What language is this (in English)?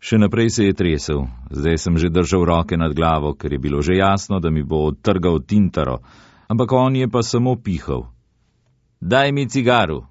Slovenian